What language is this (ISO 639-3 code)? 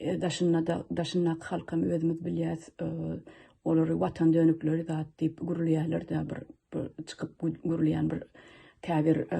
tuk